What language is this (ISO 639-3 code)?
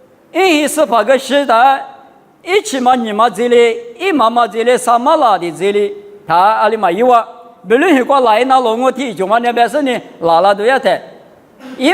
lis